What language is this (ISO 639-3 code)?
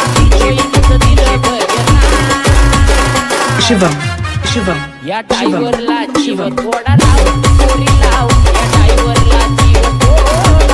mar